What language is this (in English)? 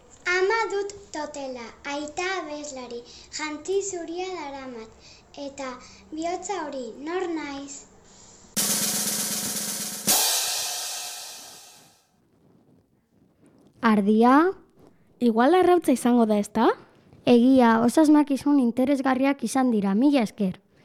Basque